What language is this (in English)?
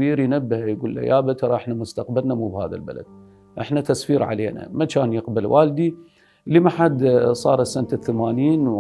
Mesopotamian Arabic